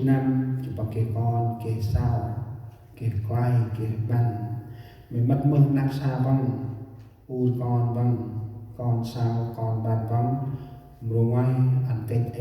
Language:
Central Mnong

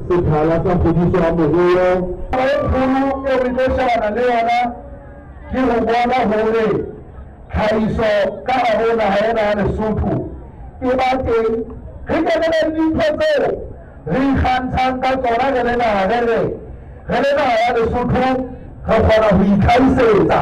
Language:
Southern Sotho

